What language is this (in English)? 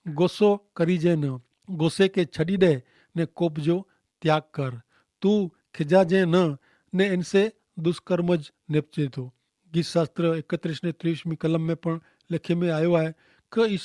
Kachhi